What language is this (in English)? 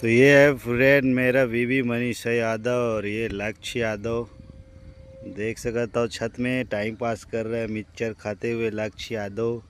Chhattisgarhi